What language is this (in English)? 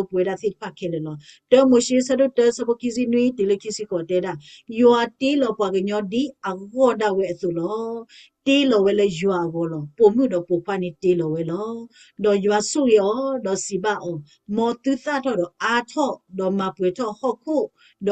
S'gaw Karen